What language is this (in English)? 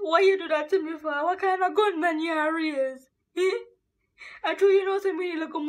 Jamaican Creole English